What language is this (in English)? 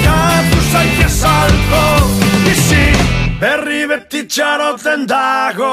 Basque